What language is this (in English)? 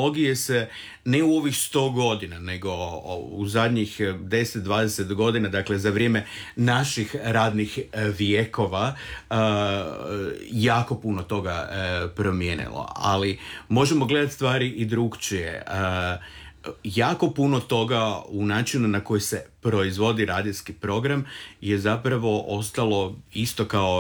Croatian